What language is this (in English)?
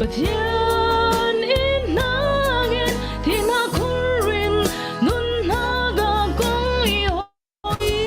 Falam Chin